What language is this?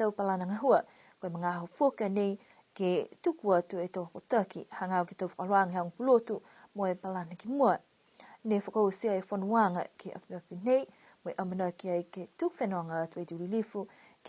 Niuean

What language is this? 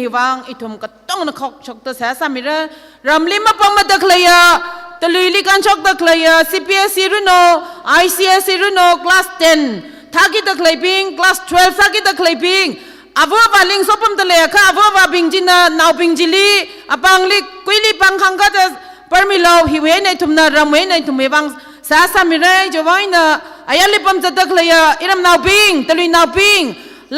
Tangkhul Naga (India)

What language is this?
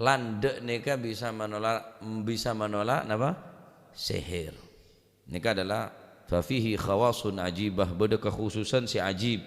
Madurese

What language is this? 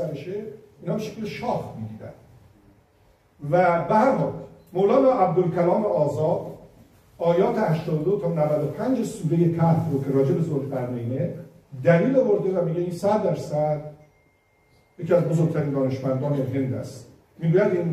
Persian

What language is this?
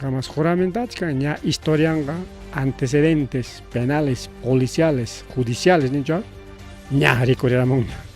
Ayacucho Quechua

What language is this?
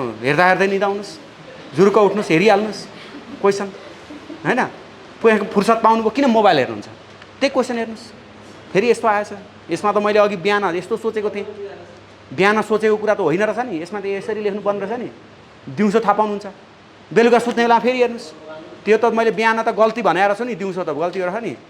Nepali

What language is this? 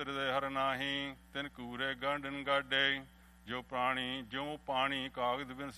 Punjabi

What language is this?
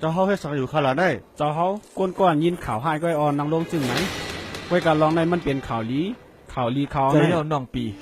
Shan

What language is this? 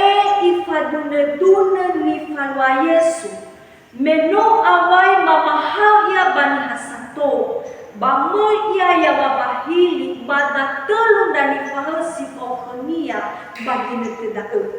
Nias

